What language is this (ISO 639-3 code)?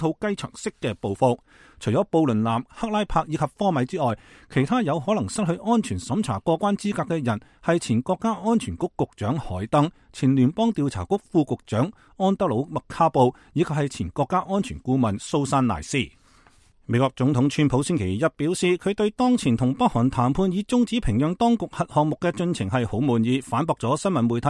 yue